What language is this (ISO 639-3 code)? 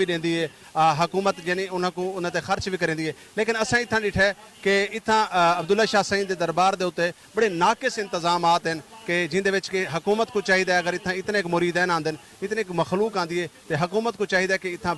skr